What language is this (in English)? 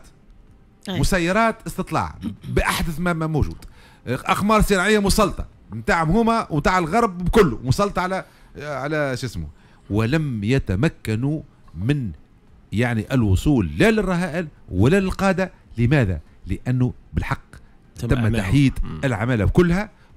Tunisian Arabic